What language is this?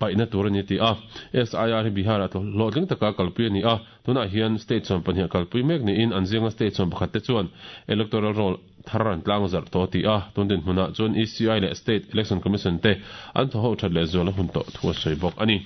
Mizo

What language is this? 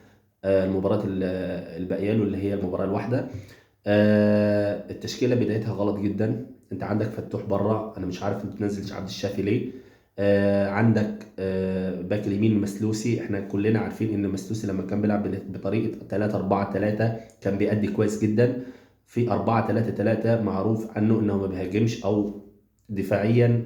Egyptian Arabic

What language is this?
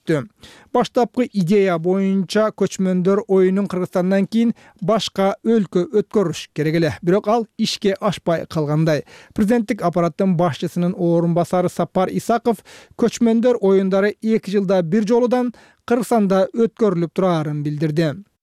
Kyrgyz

